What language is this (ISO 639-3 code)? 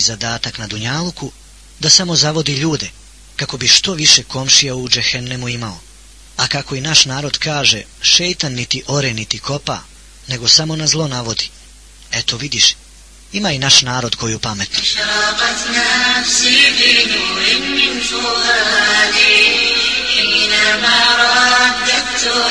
bos